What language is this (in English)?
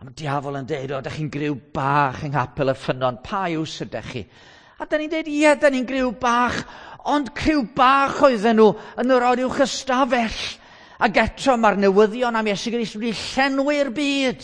Welsh